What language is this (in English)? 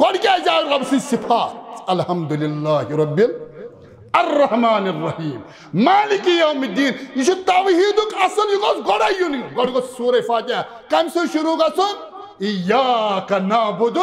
Kashmiri